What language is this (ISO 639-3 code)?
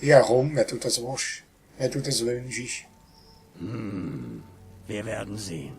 gsw